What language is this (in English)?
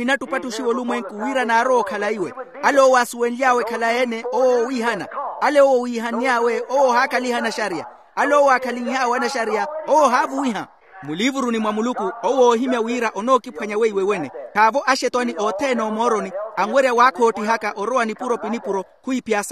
Makhuwa